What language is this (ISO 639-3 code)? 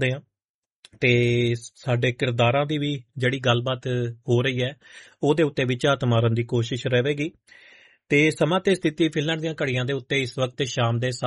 pan